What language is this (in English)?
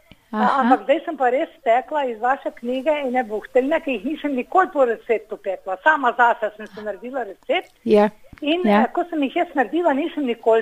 Slovenian